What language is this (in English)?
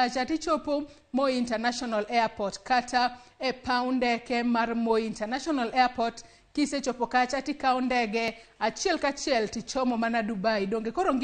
Luo (Kenya and Tanzania)